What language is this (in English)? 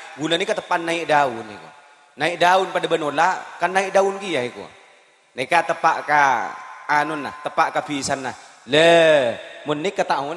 Madurese